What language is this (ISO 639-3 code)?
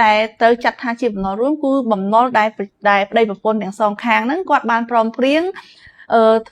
khm